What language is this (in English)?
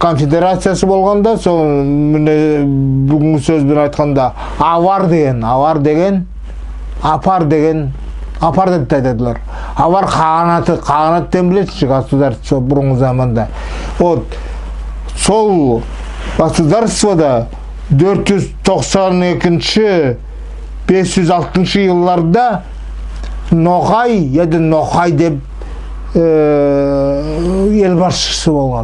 Nogai